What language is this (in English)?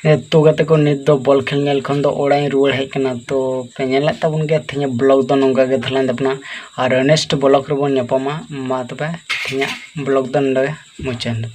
Santali